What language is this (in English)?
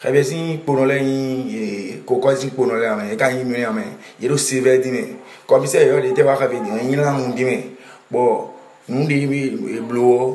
Fon